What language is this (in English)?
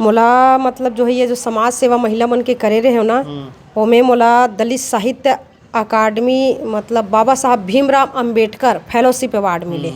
Chhattisgarhi